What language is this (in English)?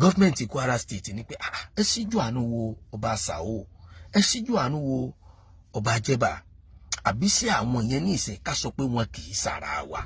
Yoruba